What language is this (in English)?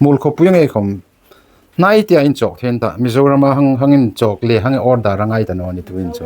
Hmar